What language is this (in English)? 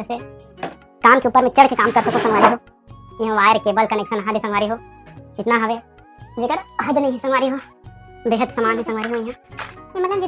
Chhattisgarhi